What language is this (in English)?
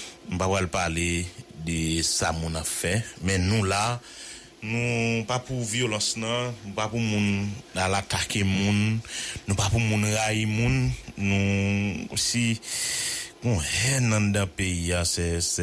Haitian Creole